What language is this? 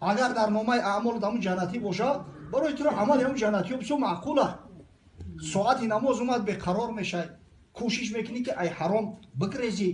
Tajik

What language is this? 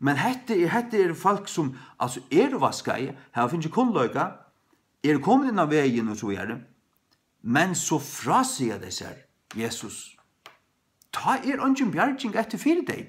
Faroese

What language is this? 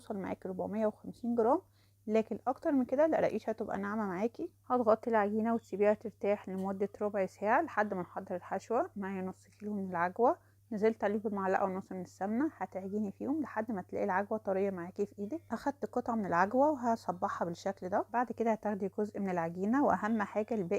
Egyptian Arabic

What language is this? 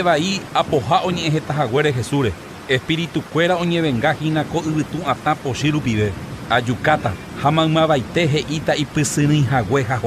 Guarani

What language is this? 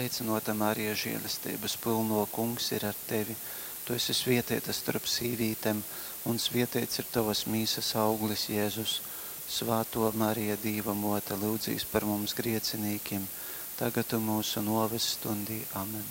Latgalian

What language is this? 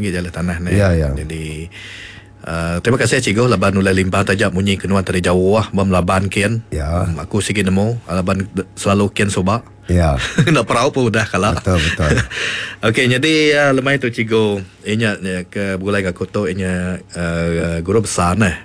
Iban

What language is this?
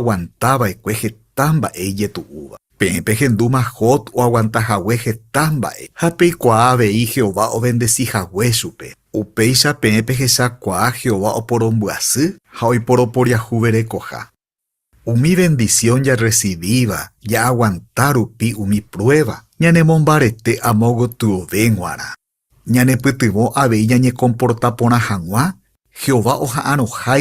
Guarani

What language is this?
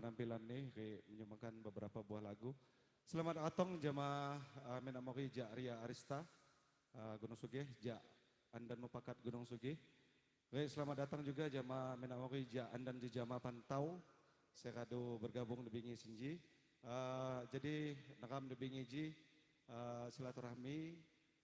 Lampung Api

